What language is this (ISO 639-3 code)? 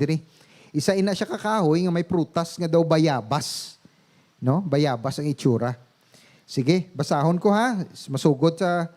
hil